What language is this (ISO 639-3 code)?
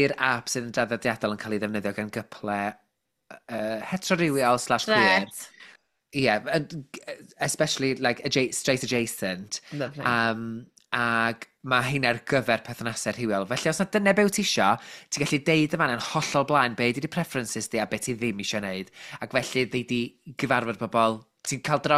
cym